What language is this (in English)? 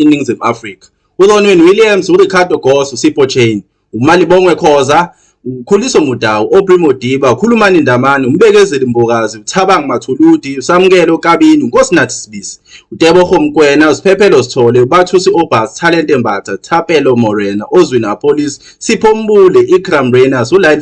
Zulu